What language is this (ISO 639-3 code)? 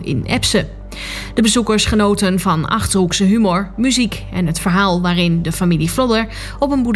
nld